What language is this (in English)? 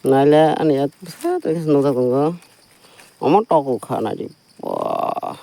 Kok Borok